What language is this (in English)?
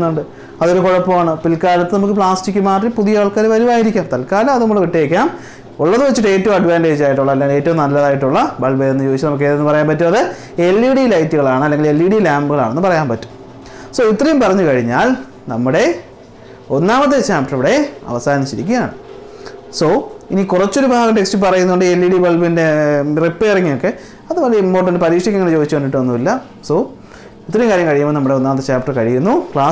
Malayalam